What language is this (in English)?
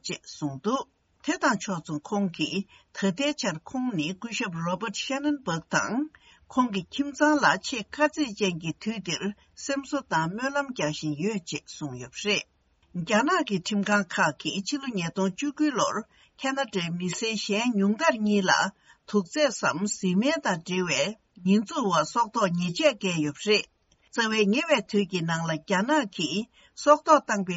Tibetan